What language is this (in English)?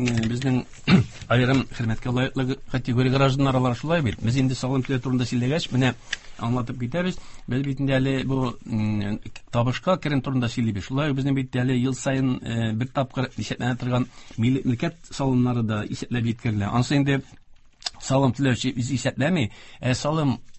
Tatar